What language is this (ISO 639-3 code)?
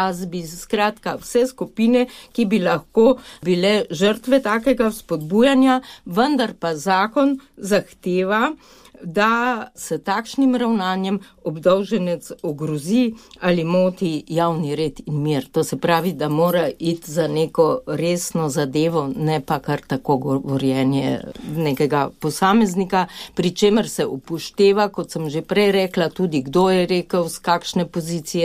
slv